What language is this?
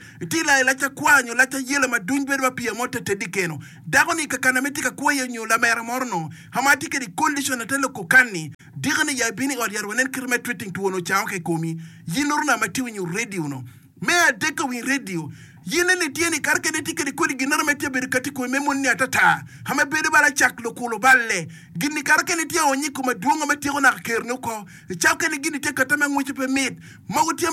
Acoli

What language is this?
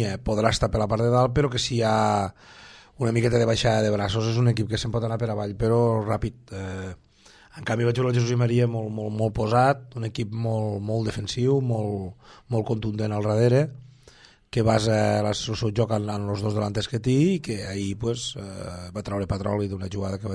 Catalan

